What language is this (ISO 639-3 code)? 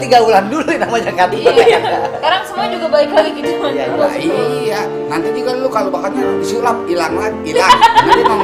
bew